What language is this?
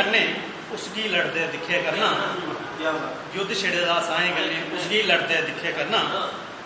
Dogri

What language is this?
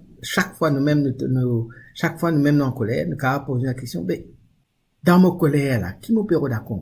Morisyen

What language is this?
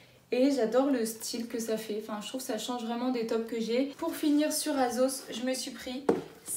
French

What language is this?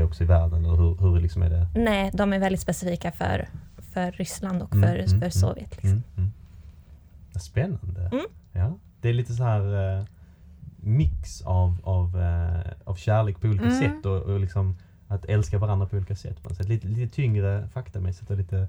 Swedish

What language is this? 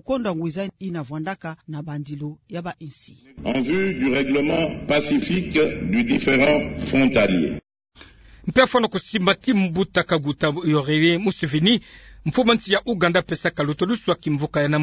Kituba (Democratic Republic of Congo)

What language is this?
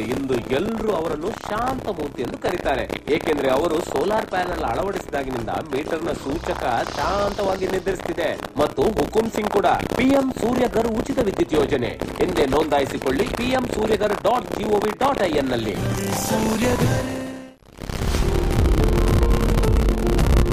Kannada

